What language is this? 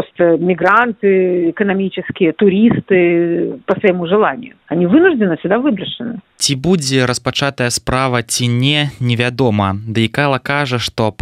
Belarusian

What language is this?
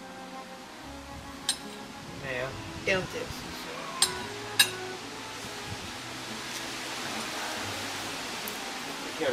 Swedish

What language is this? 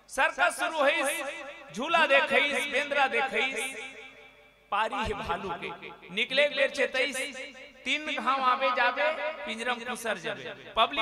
Chhattisgarhi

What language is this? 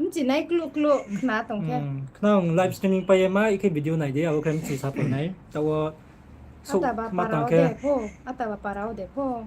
Riang (India)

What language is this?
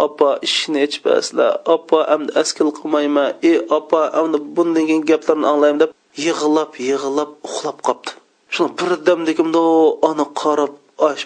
Uyghur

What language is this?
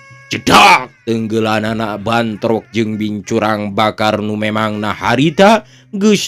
Sundanese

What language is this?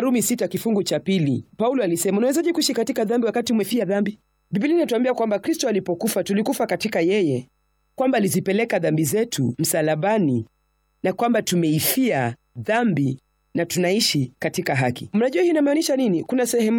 Swahili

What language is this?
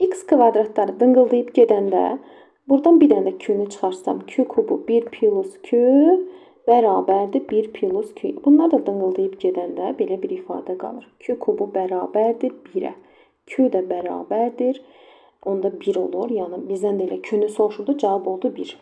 Azerbaijani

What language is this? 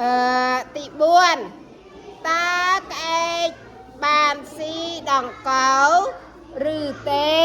Khmer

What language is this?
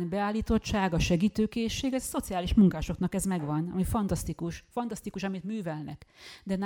Hungarian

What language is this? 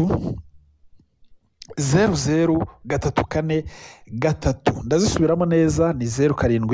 Kinyarwanda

